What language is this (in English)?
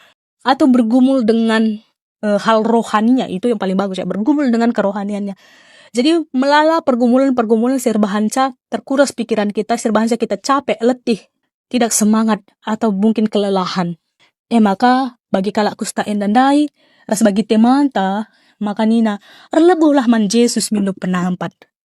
Batak Karo